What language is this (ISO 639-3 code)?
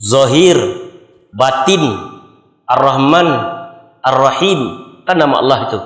min